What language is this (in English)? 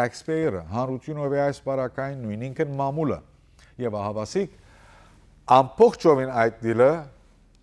Western Armenian